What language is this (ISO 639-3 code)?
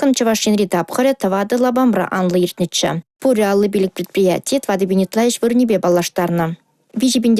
chv